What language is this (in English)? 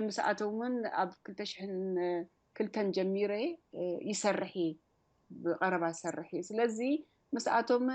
Tigrinya